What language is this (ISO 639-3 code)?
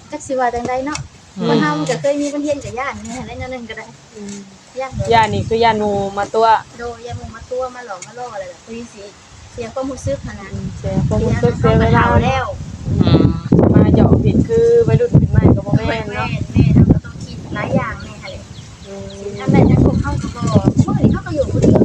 tts